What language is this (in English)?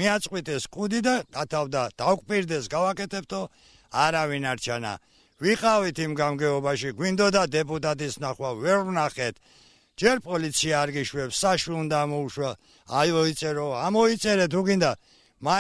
Georgian